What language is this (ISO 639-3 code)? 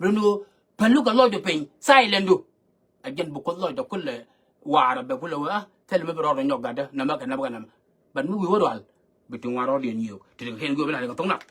nus